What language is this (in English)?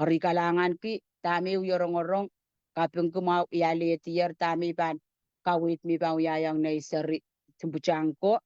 Pohnpeian